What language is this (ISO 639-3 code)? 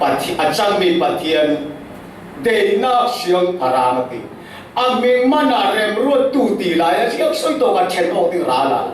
cfm